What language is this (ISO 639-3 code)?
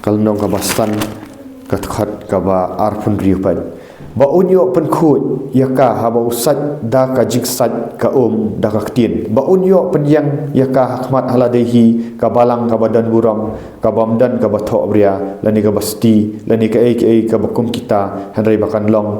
kha